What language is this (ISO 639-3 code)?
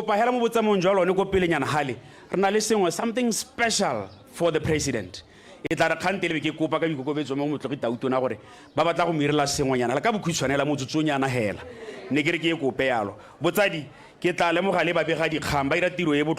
tsn